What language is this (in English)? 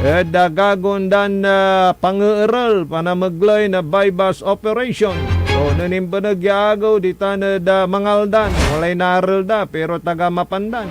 Pangasinan